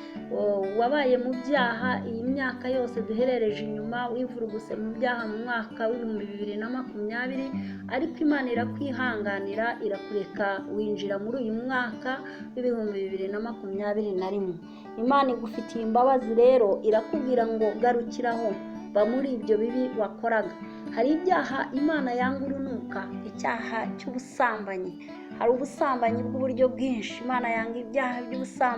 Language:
Kinyarwanda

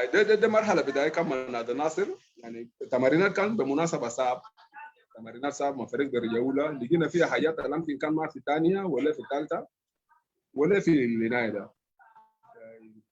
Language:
Sudanese Arabic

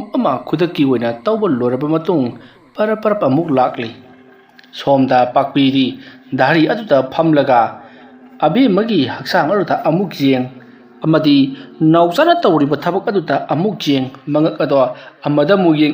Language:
Manipuri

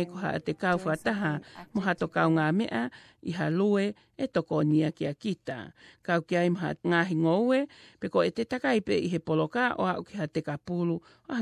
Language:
Tongan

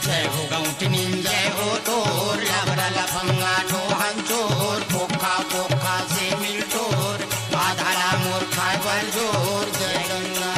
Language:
Chhattisgarhi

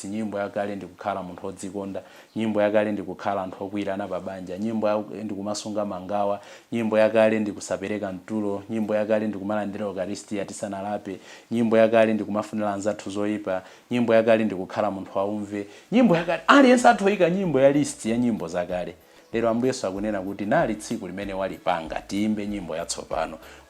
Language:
Nyanja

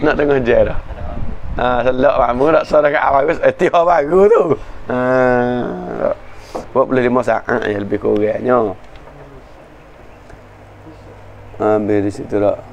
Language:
Malay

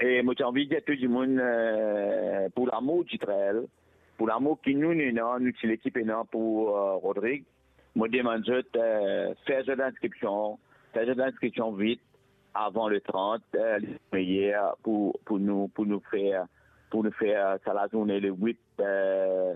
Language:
Morisyen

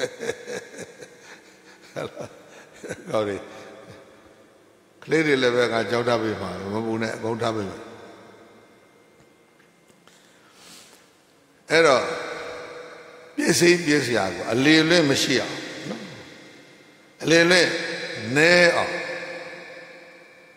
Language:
Burmese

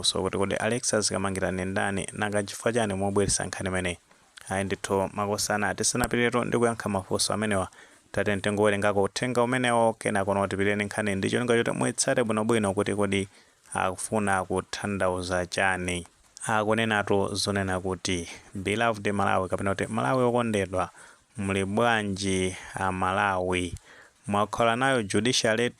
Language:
Nyanja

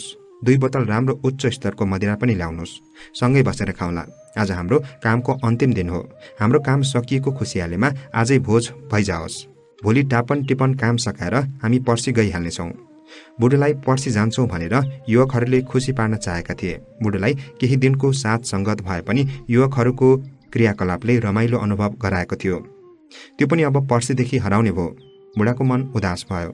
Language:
Nepali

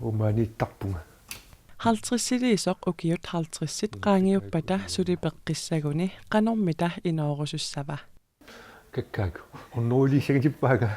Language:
Kalaallisut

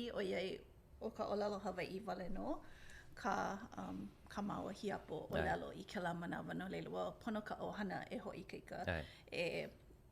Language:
Hawaiian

